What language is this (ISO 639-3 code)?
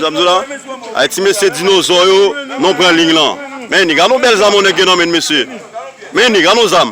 hat